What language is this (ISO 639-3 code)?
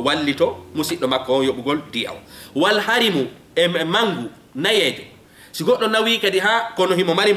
ful